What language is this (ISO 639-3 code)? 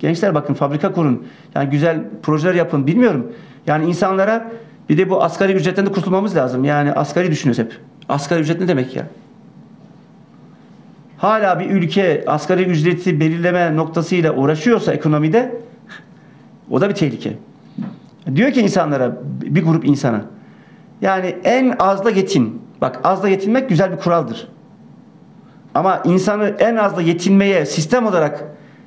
tur